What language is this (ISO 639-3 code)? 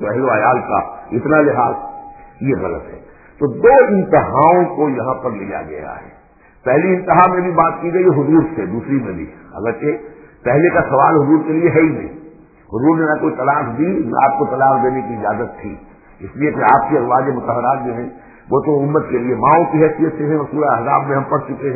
urd